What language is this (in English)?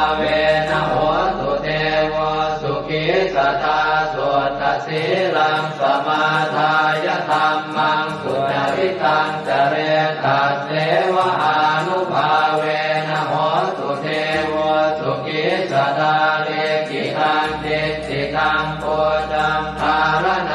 Pali